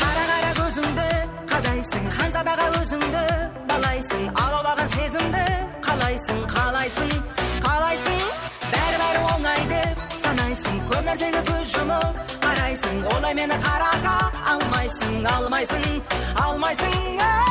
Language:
Kara-Kalpak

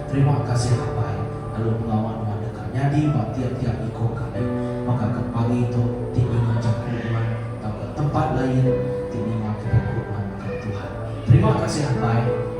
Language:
Iban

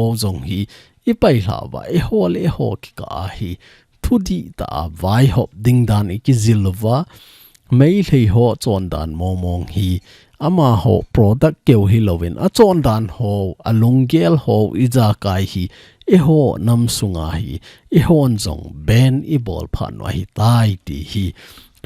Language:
Thado Chin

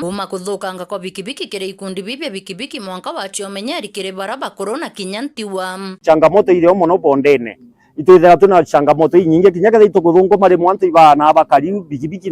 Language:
Meru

